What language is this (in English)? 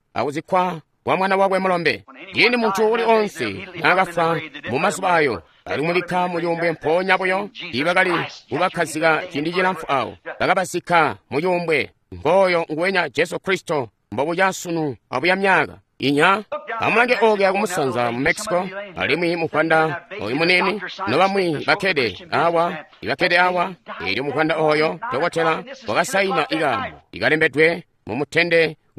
Tonga (Zambia)